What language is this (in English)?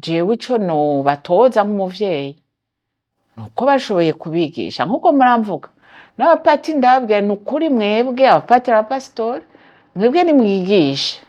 Rundi